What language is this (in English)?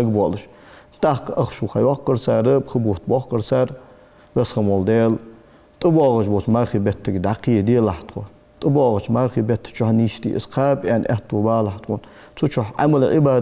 Ingush